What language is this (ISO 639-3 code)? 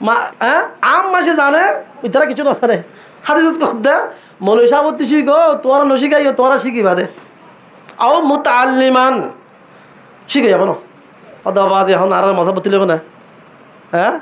rhg